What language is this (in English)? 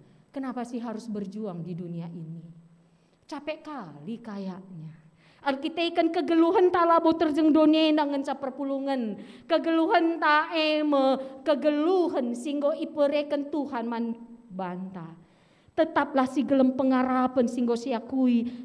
Batak Karo